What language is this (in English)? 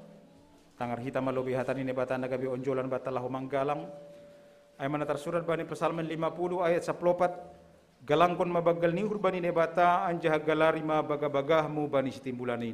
Batak Simalungun